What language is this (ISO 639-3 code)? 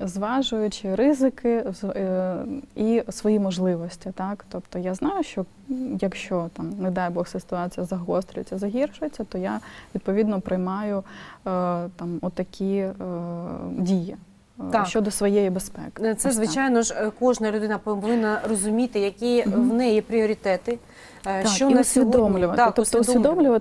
ukr